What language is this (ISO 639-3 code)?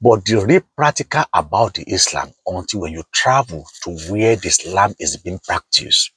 yor